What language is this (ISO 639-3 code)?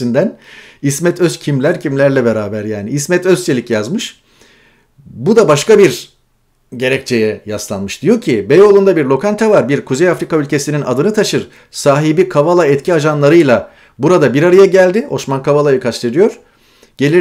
tur